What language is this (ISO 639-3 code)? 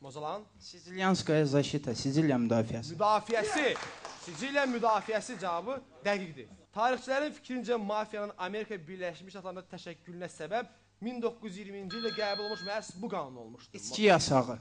aze